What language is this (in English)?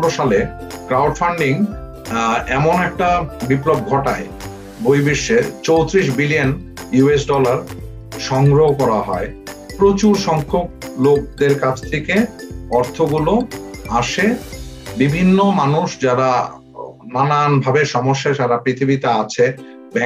Bangla